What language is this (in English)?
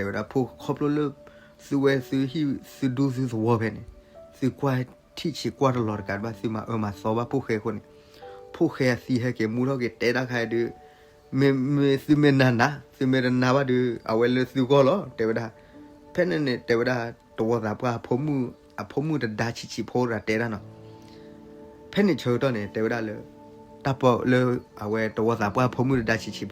S'gaw Karen